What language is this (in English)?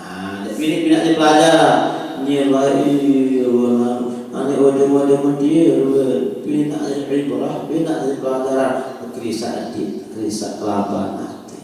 Sasak